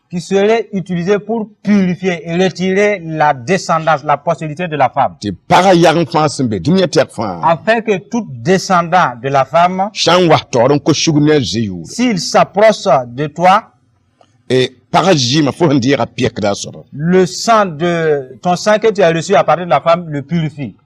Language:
Mossi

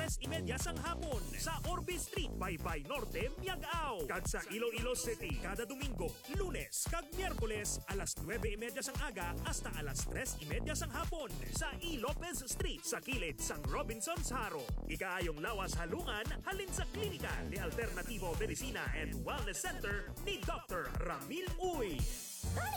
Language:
Hiligaynon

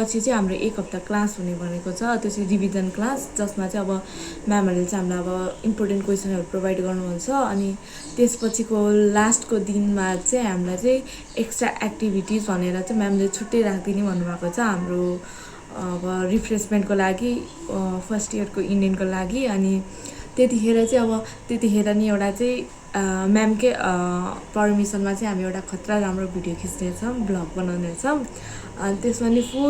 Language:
Nepali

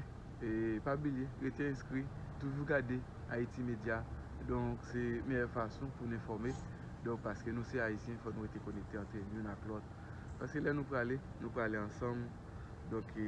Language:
Haitian Creole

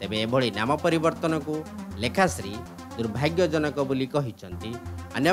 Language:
Odia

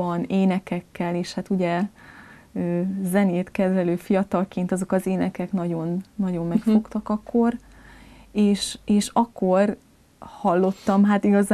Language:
Hungarian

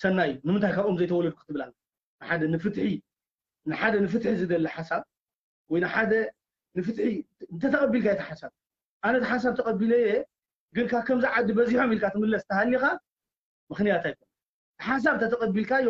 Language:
Tigrinya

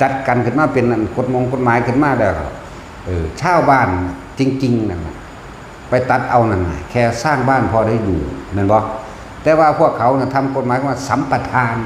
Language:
Northeastern Thai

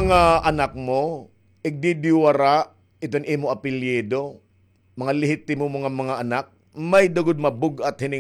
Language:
Waray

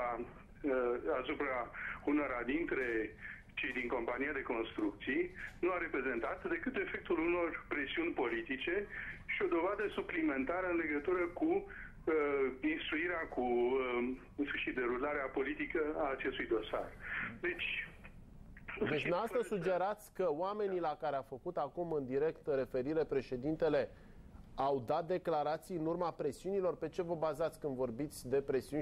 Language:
Romanian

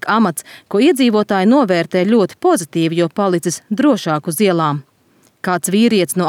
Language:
Latvian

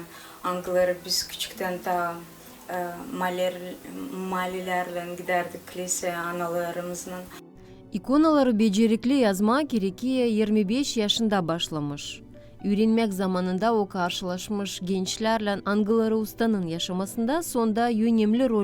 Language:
Gagauz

